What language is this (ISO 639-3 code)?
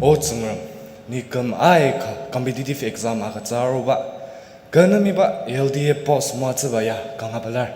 njo